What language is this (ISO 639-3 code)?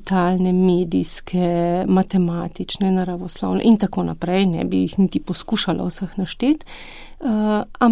slv